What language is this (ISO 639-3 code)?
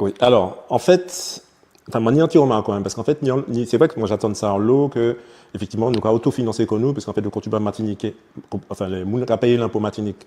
gcf